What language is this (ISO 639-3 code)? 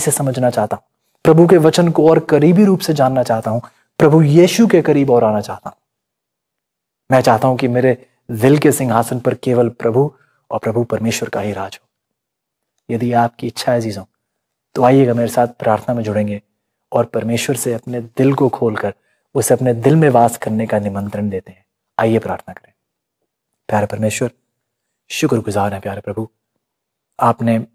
hin